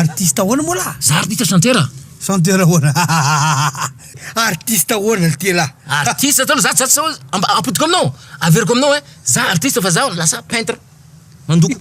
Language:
Malagasy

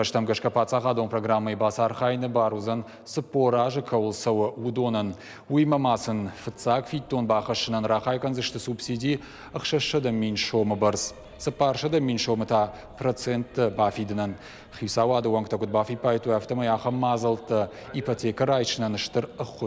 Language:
Ossetic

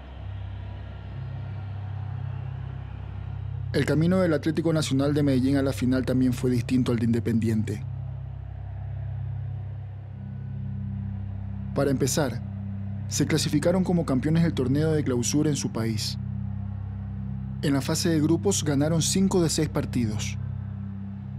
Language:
Spanish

